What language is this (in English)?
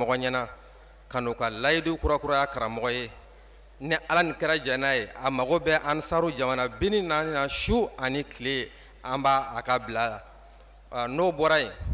Bambara